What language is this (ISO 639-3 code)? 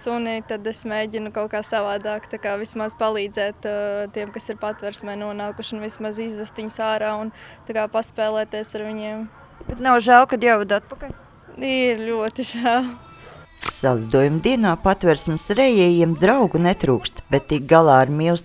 lav